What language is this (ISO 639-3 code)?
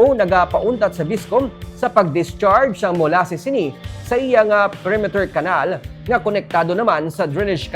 hil